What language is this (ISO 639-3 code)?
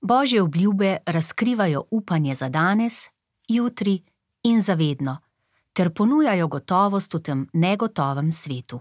slv